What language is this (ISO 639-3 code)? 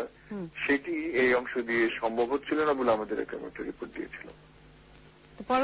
ben